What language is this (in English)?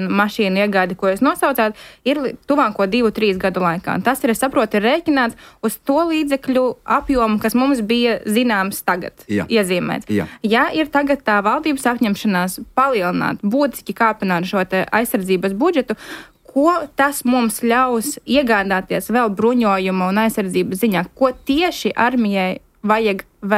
Latvian